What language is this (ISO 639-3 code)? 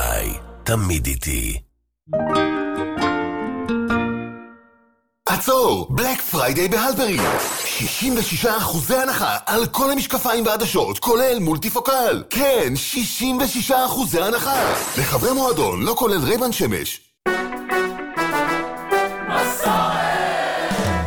heb